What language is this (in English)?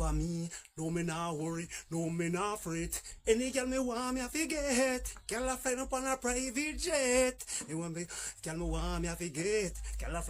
Jamaican Creole English